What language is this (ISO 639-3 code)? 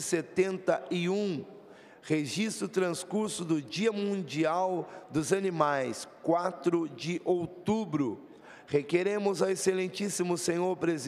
por